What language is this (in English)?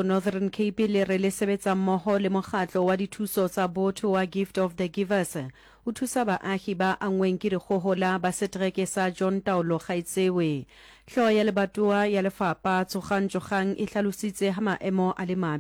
Southern Sotho